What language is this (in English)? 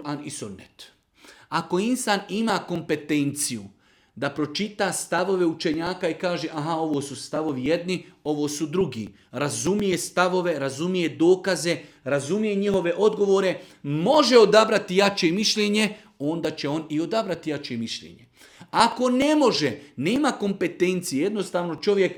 Bosnian